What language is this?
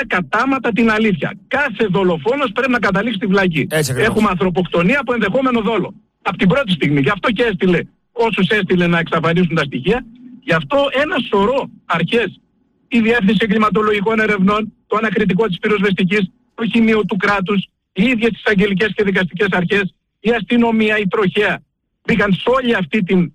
Greek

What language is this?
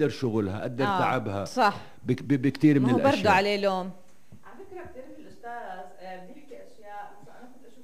North Levantine Arabic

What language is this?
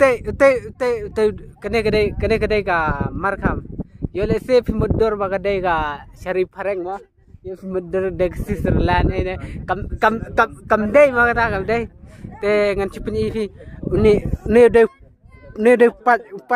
Khasi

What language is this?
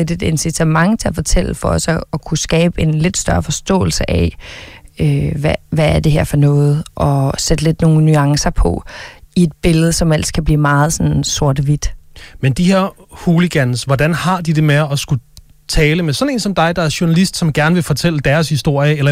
Danish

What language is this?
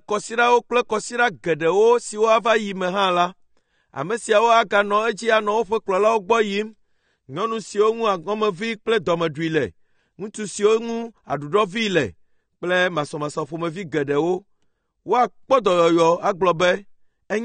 Ewe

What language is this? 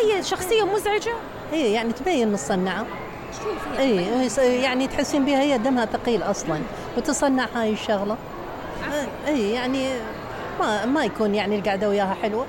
Mesopotamian Arabic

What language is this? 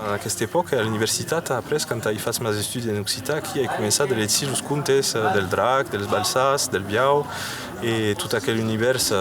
Occitan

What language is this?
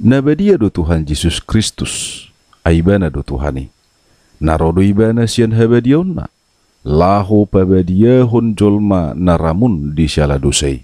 Batak Toba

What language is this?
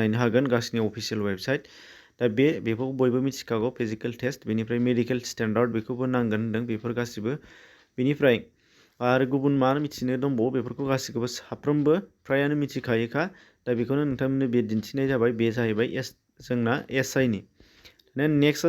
Bodo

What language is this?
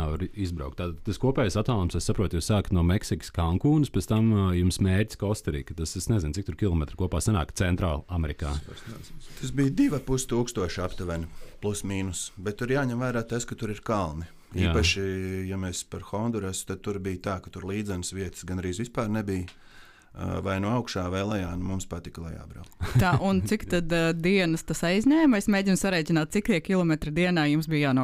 Latvian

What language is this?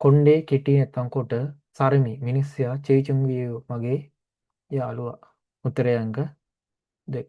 Sinhala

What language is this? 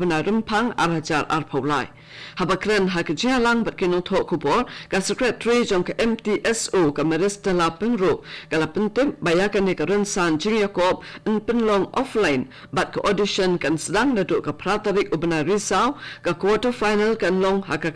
Khasi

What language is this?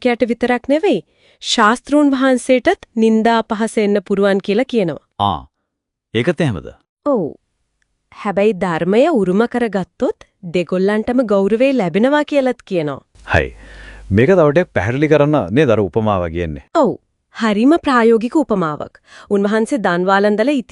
Sinhala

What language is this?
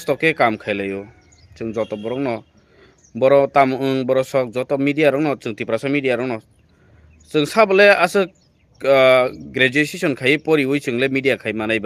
Kok Borok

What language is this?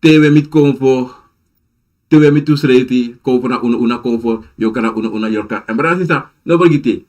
Sranan Tongo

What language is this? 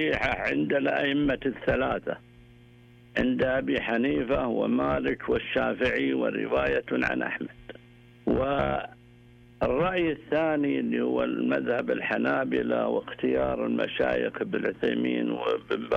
Arabic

